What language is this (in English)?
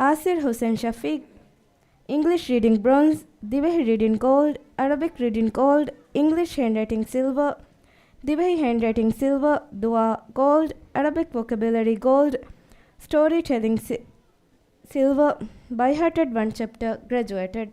Divehi